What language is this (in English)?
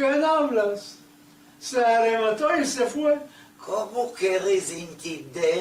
Ladino